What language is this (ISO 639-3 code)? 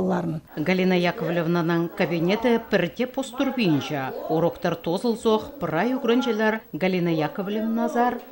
kjh